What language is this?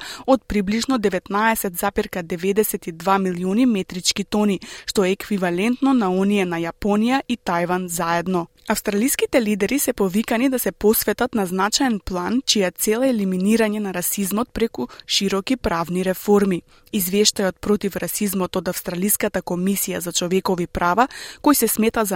Macedonian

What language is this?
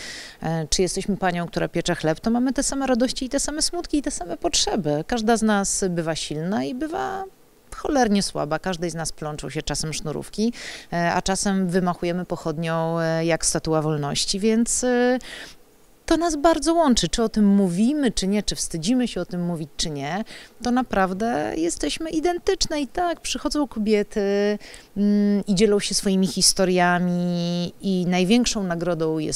Polish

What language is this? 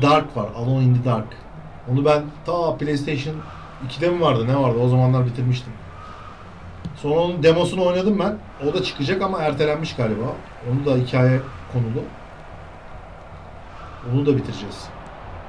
Turkish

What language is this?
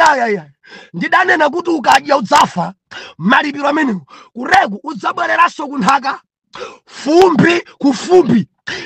Nyanja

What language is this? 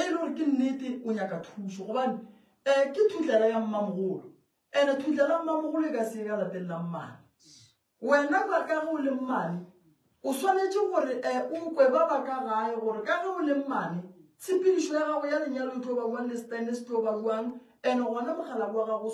Northern Sotho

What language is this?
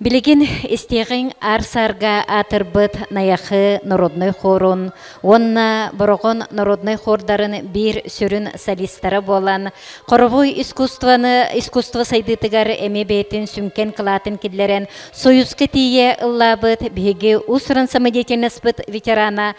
Yakut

